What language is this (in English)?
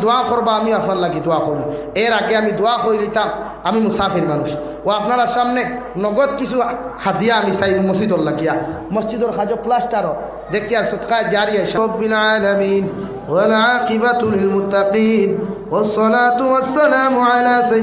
Sylheti